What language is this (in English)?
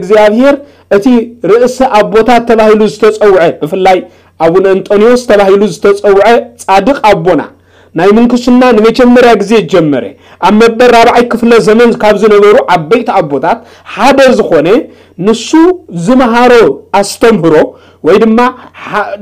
Tigrinya